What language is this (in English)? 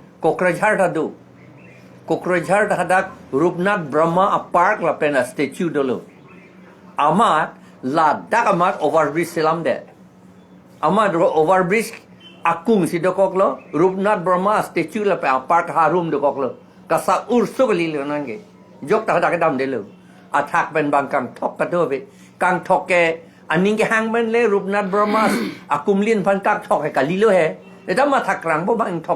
Karbi